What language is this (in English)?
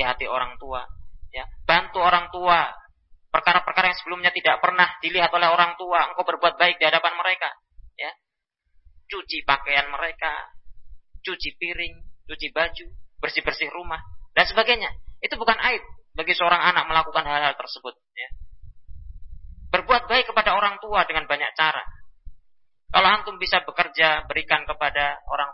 Indonesian